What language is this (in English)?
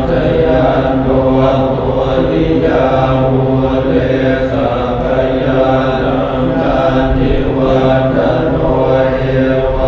Pali